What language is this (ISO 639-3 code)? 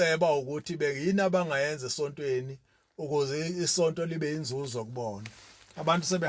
zul